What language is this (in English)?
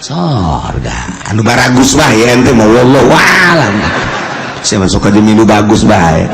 Sundanese